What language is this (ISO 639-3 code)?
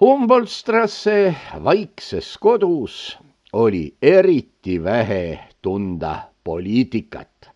est